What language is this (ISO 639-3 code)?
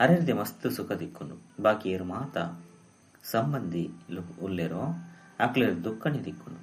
tcy